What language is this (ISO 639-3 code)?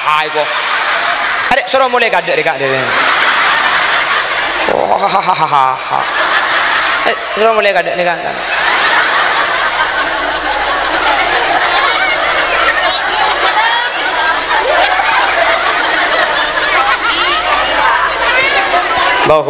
mad